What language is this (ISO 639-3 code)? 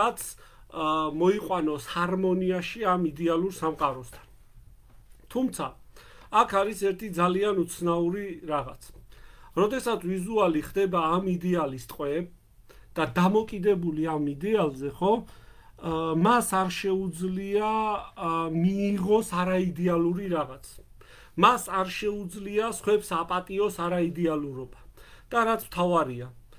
kat